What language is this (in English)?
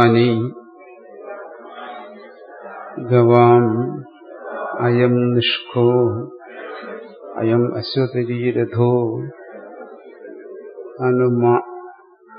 Malayalam